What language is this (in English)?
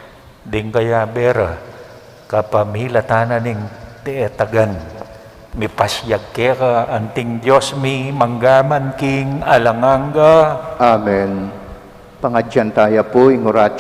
Pampanga